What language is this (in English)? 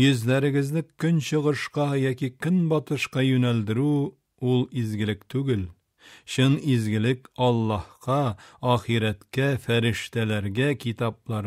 Tatar